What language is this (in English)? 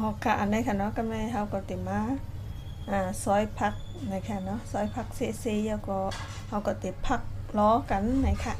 Shan